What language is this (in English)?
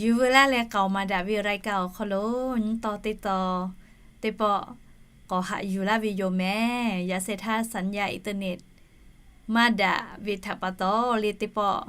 Lahu